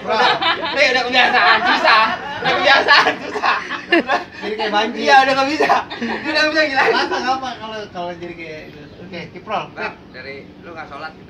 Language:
Betawi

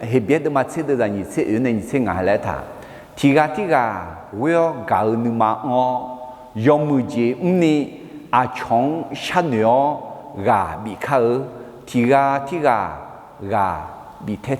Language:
Akha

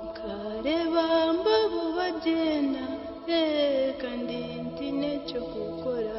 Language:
Nyankole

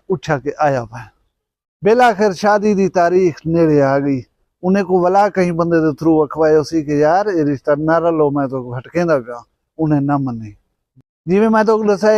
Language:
Saraiki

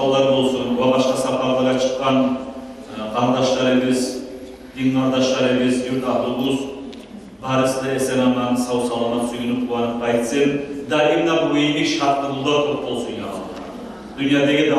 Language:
Kumyk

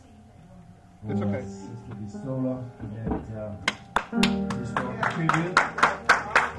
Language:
English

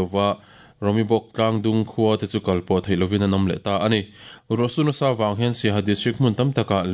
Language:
Mizo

